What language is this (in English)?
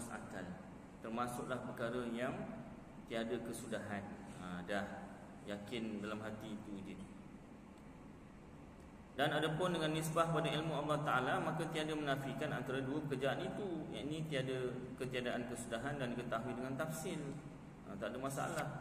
Malay